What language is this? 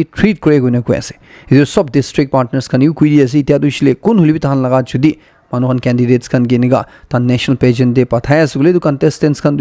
Naga Pidgin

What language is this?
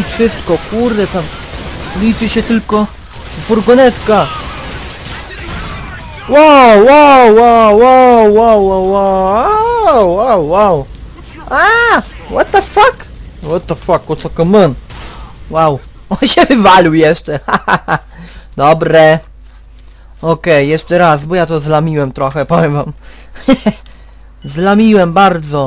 Polish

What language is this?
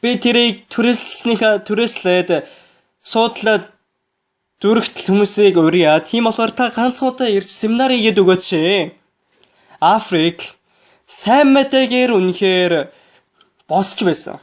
Mongolian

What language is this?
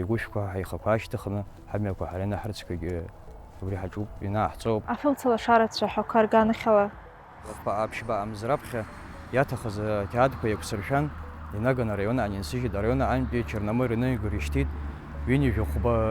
Abkhazian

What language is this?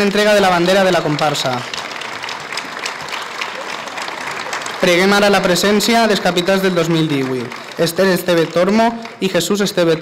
Catalan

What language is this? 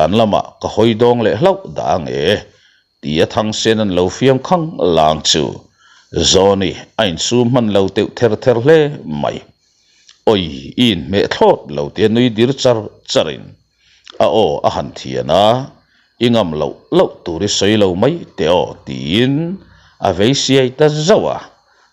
Mizo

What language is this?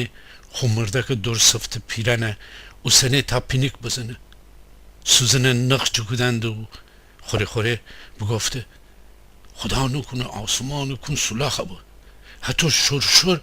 Gilaki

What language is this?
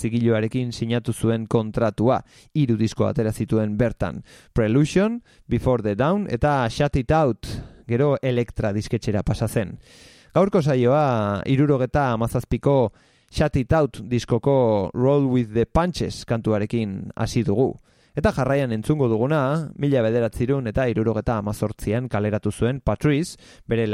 Basque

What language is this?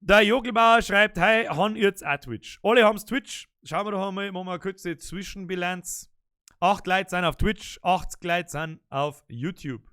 Bavarian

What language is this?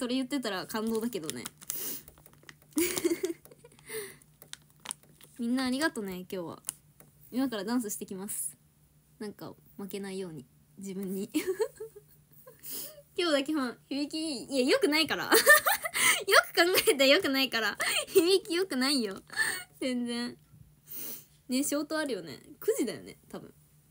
Japanese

